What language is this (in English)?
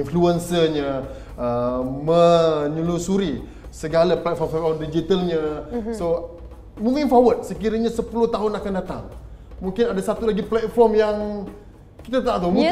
Malay